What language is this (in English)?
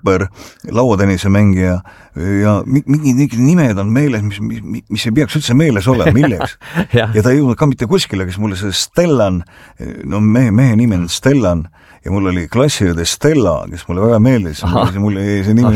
Estonian